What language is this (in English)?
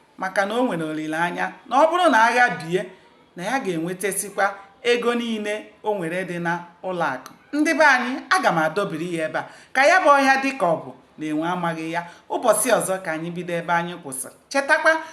Igbo